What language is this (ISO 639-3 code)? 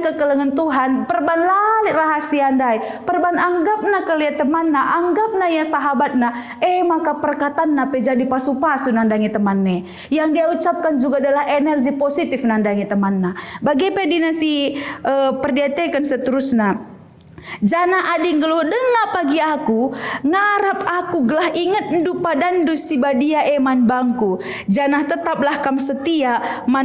btx